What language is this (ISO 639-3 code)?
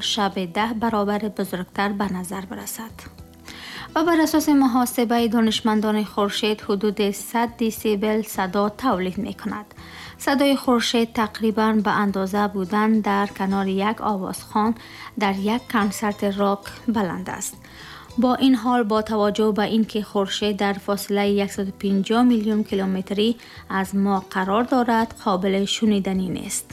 tgk